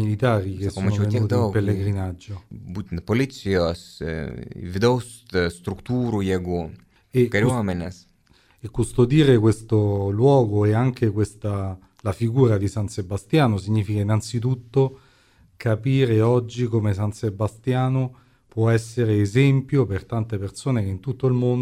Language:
Lithuanian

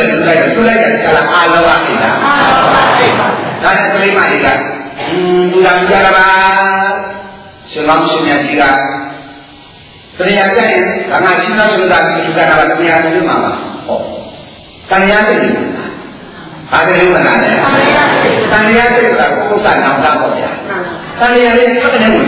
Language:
Burmese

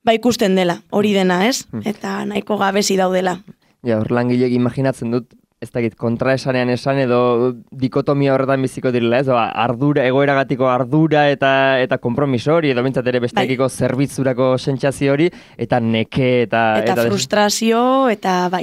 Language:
Basque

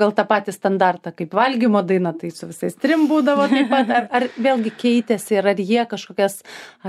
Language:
Lithuanian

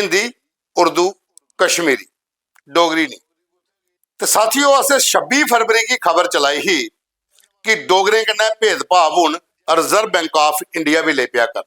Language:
Dogri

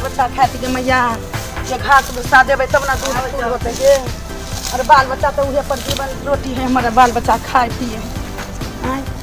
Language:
Maithili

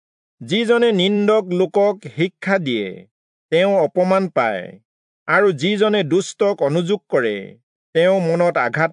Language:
Assamese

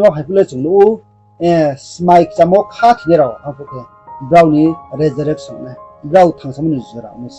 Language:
Riang (India)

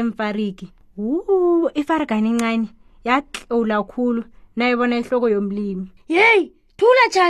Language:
South Ndebele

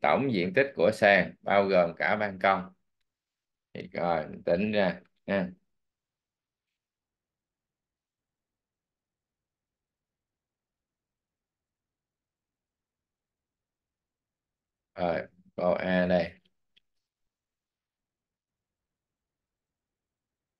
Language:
Vietnamese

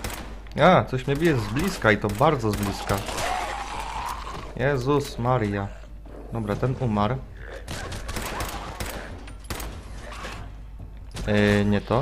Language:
Polish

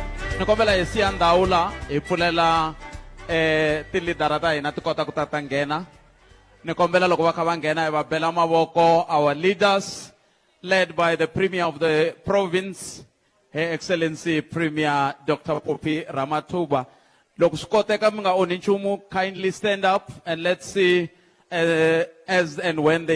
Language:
Tsonga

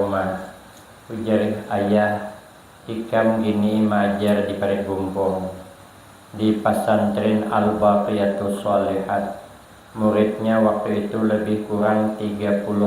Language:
Banjar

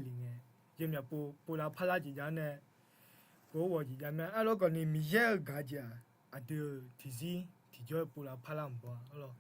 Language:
Akha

